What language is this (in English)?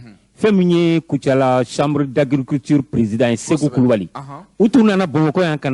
Bambara